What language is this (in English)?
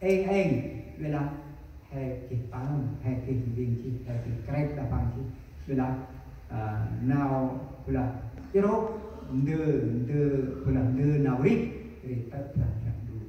Central Mnong